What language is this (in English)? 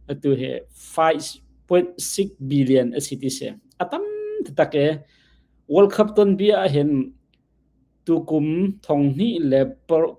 Hakha Chin